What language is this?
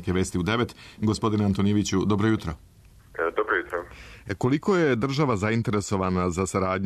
Serbian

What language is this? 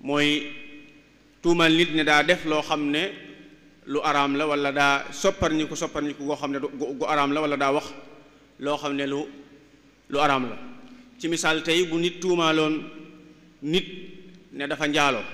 Wolof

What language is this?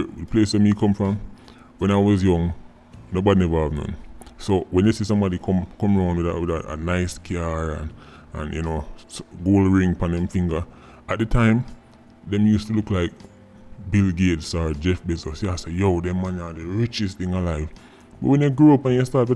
Jamaican Creole English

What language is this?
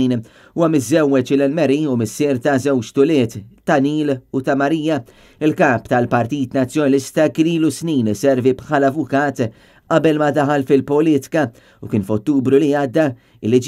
Maltese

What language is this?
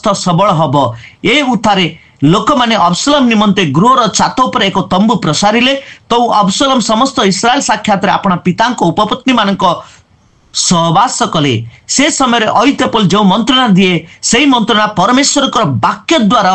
Odia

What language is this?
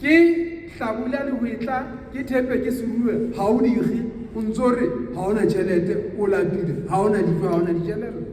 Southern Sotho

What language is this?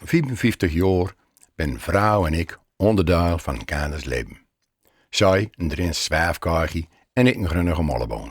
Gronings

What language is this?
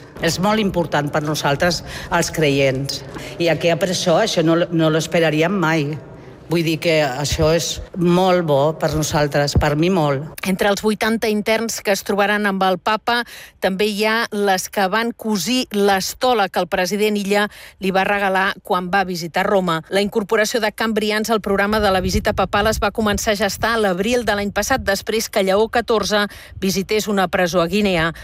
Catalan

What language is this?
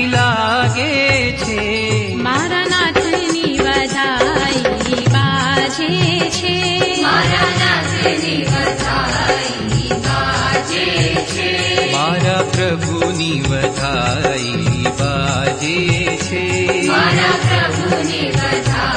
Gujarati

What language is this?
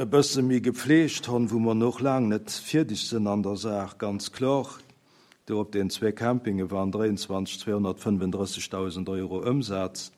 Luxembourgish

